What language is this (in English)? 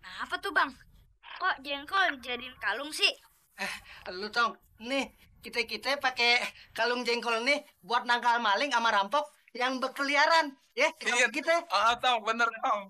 Betawi